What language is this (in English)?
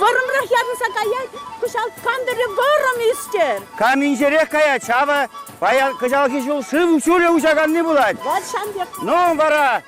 Chuvash